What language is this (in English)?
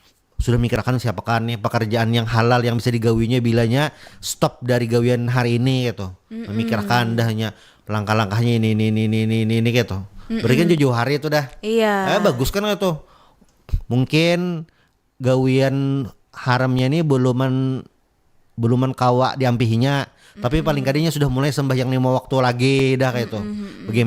Banjar